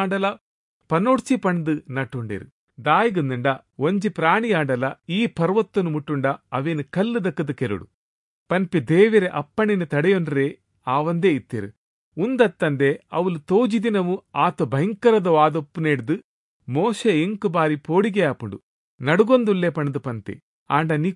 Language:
Tulu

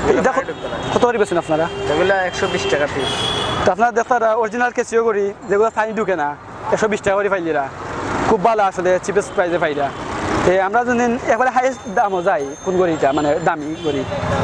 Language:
Sylheti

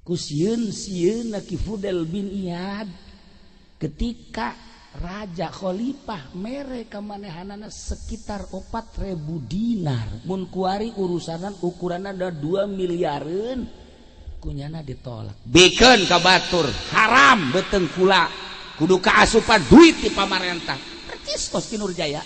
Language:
Sundanese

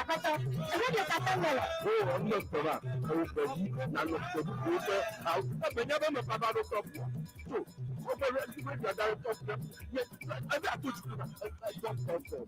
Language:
Ewe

